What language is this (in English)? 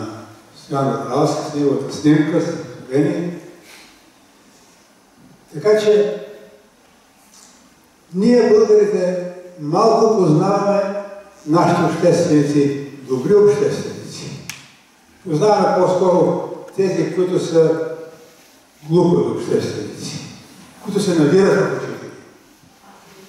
Bulgarian